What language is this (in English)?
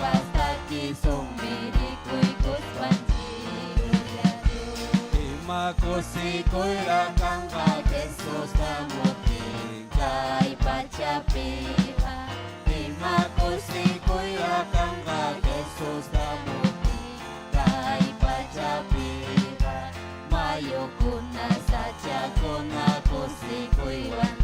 Ayacucho Quechua